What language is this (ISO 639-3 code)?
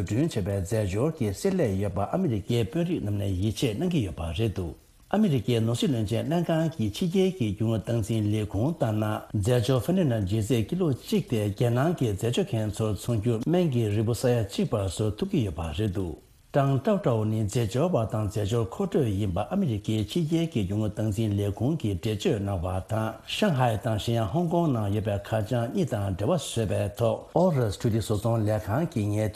bod